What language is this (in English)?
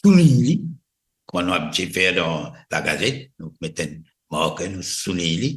Morisyen